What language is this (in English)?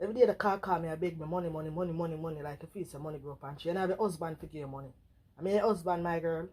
Jamaican Creole English